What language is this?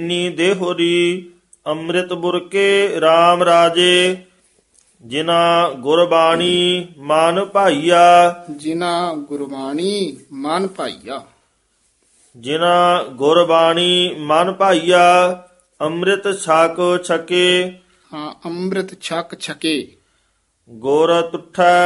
Punjabi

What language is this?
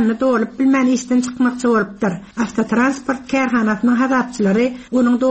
Turkmen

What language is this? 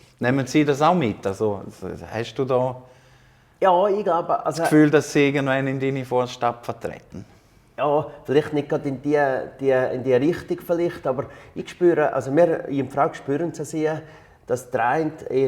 Swiss German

